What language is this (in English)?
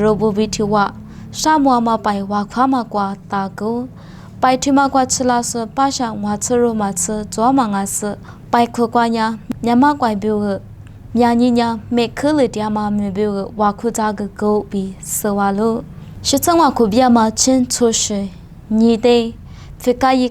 Lisu